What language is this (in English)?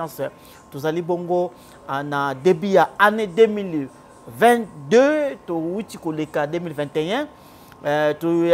Lingala